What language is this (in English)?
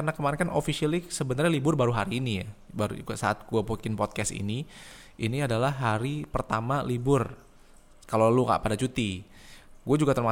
Indonesian